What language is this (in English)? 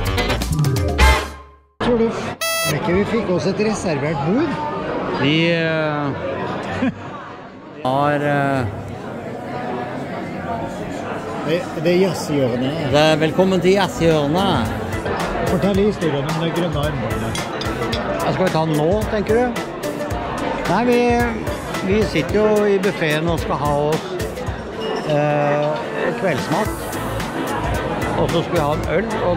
Norwegian